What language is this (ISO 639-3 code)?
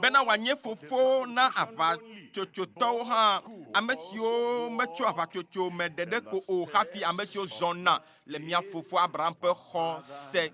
ewe